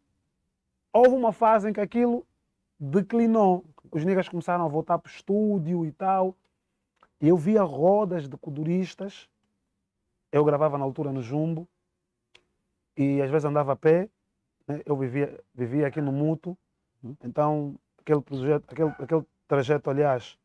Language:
Portuguese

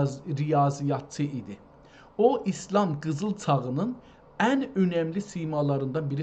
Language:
South Azerbaijani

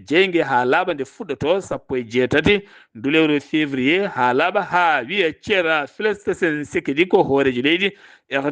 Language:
Fula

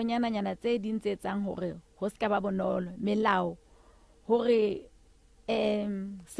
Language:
Southern Sotho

